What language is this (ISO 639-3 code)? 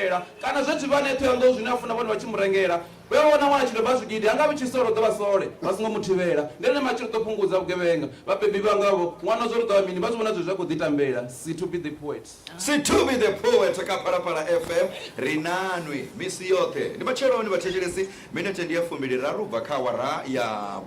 ven